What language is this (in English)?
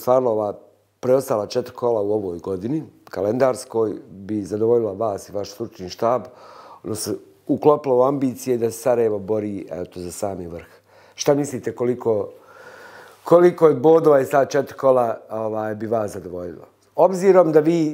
Bosnian